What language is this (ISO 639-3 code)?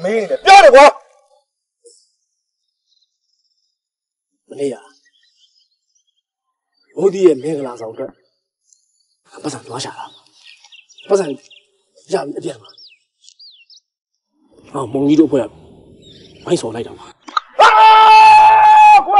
mya